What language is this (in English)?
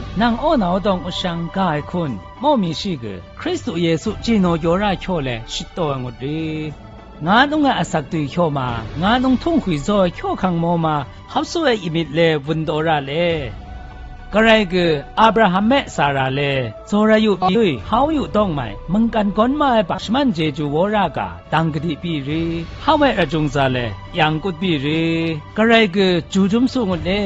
Zaiwa